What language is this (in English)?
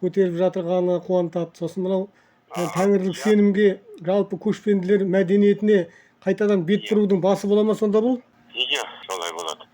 Kazakh